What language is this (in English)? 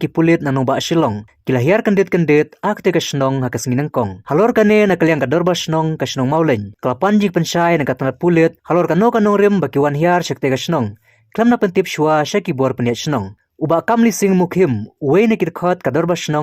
Khasi